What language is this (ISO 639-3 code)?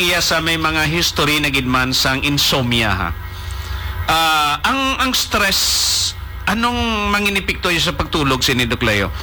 hil